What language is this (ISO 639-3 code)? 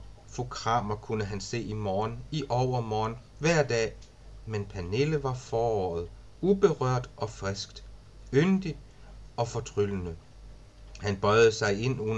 dan